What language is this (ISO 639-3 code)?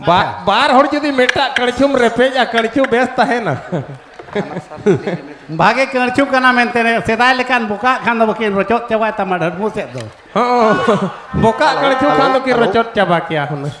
sat